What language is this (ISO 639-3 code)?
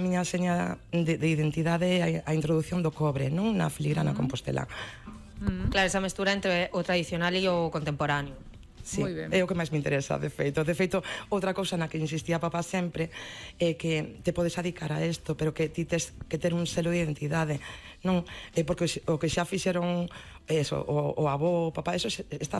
glg